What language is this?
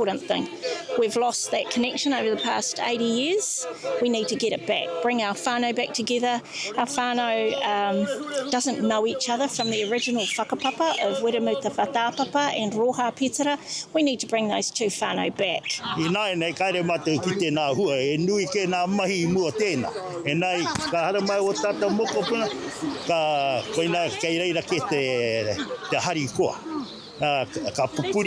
Māori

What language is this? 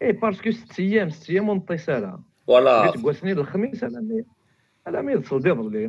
Kabyle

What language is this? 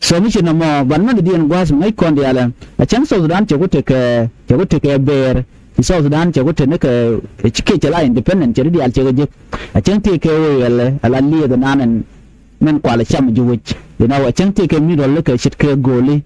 Nuer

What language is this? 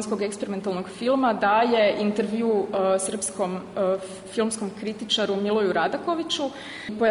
Serbian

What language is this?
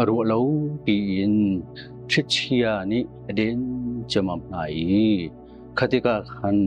Hakha Chin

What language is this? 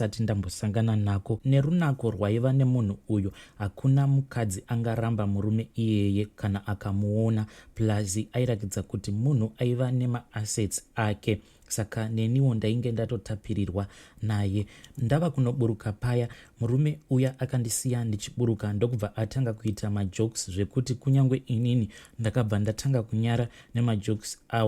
Shona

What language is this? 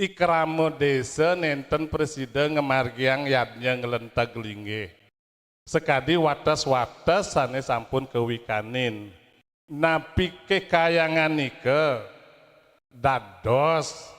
Balinese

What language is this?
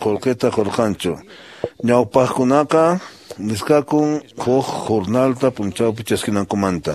Quechua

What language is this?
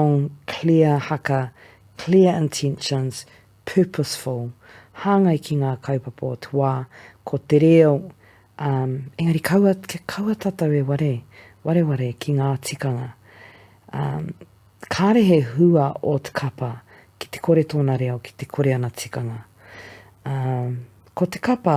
Māori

